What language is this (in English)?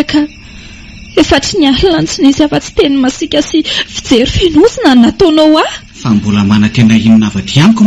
Malagasy